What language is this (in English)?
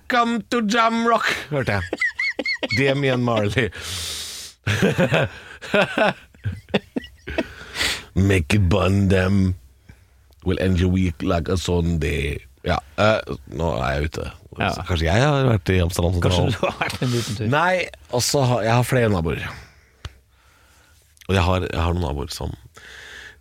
Norwegian